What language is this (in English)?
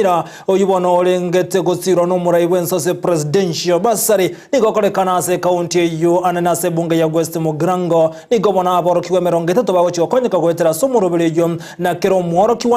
Gusii